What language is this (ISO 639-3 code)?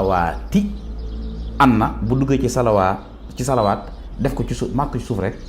wol